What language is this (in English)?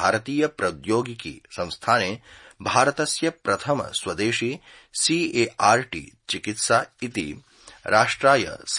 Sanskrit